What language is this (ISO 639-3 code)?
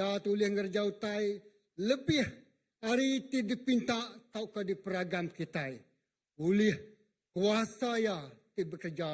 iba